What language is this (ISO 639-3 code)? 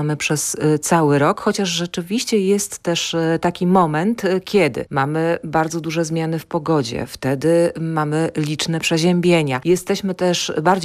pol